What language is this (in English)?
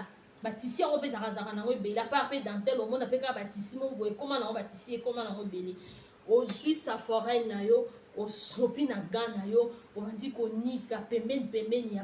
Lingala